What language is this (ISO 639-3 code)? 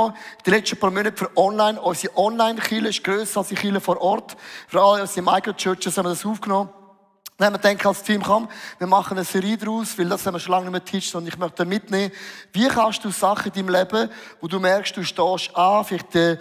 gsw